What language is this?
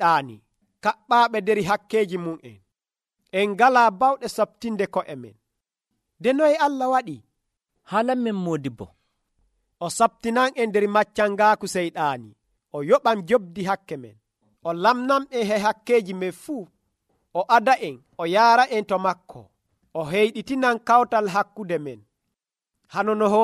Nigerian Fulfulde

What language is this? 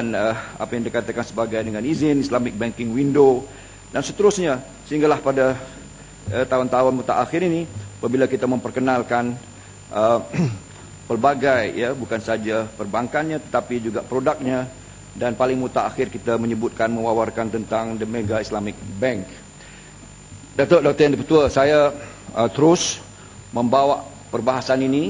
Malay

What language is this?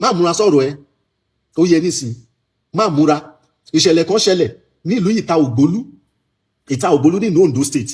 Yoruba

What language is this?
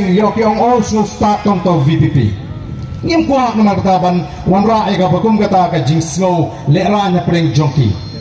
Khasi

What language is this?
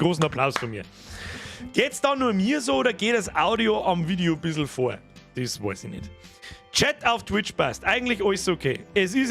Bavarian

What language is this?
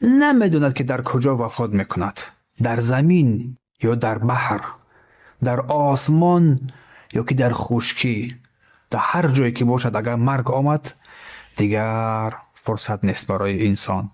Tajik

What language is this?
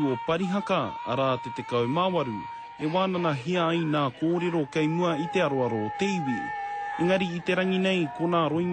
Māori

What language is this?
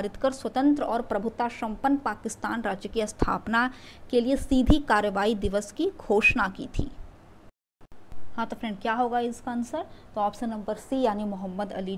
Hindi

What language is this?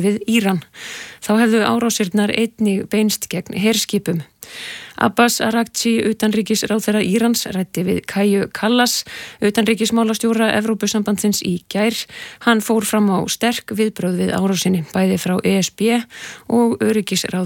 Icelandic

